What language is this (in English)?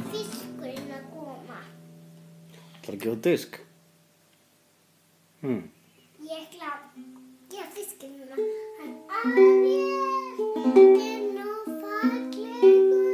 Icelandic